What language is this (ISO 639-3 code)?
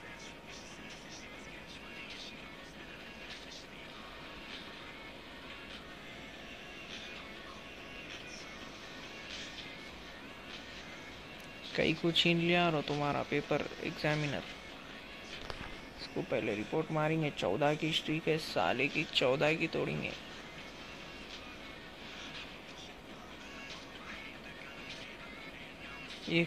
hin